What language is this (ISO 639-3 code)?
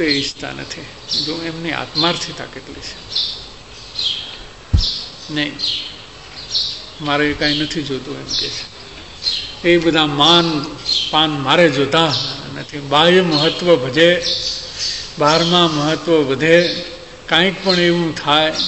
guj